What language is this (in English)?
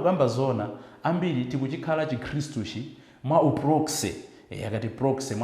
Nyanja